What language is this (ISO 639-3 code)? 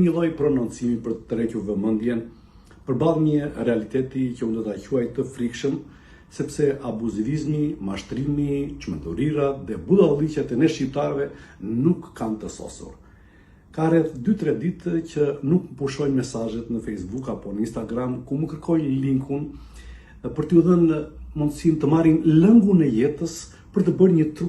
sqi